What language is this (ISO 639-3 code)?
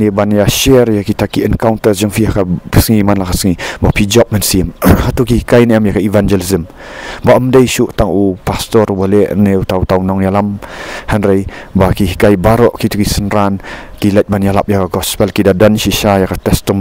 kha